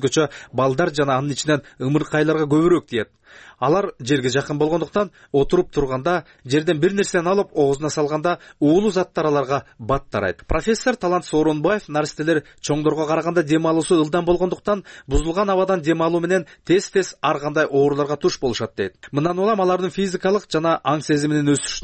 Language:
Kyrgyz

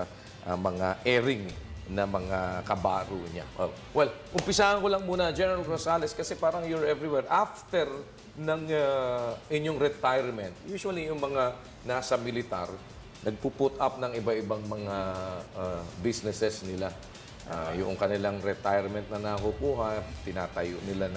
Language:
Filipino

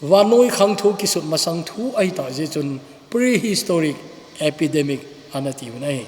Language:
Thado Chin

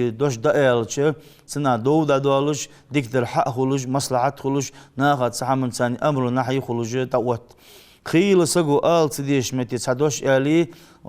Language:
Ingush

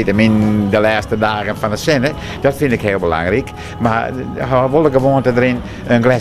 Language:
Western Frisian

